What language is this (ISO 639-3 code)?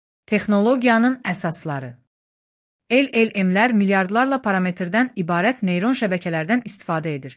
aze